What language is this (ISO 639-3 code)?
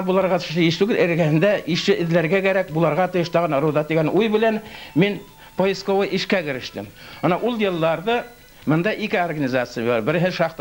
bak